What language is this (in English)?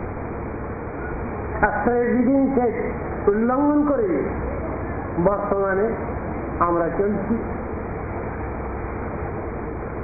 Bangla